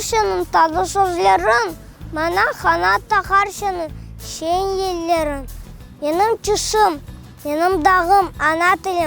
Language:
Crimean Tatar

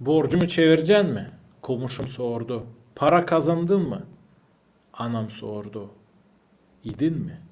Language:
Gagauz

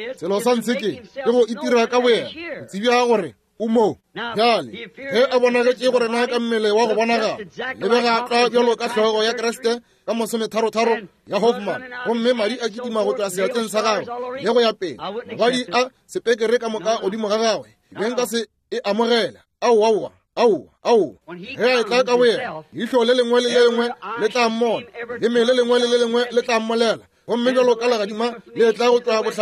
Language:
Northern Sotho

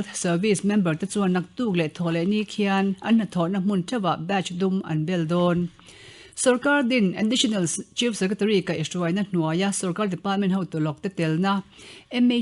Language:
Mizo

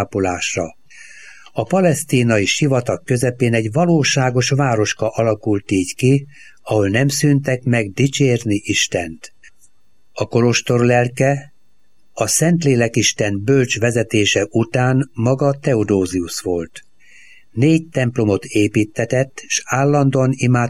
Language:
Hungarian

